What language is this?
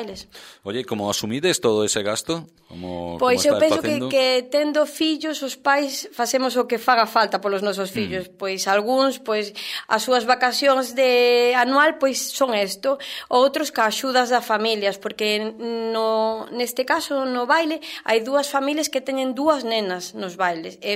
Galician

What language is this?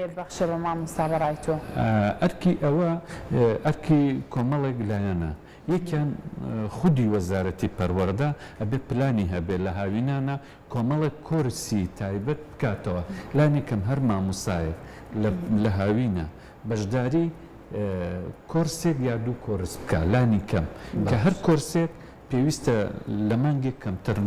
Central Kurdish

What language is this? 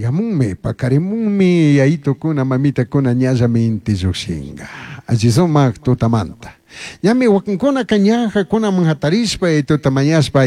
Chimborazo Highland Quichua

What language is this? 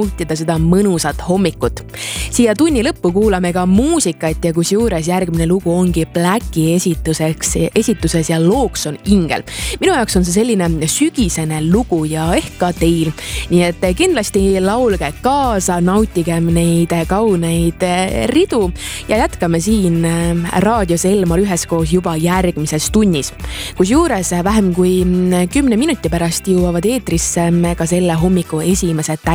Estonian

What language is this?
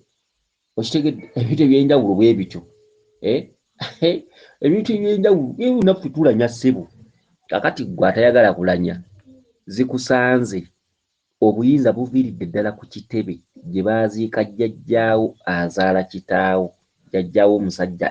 Ganda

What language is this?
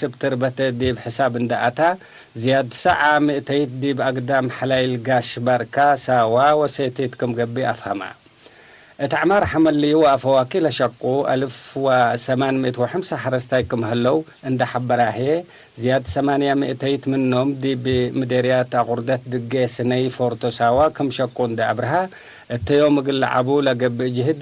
Tigre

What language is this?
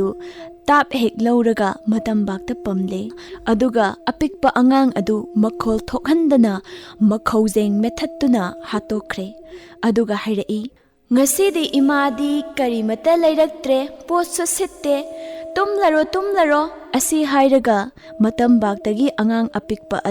Manipuri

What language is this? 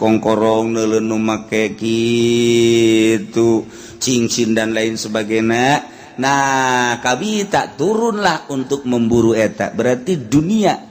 Sundanese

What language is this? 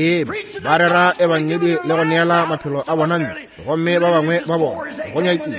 Northern Sotho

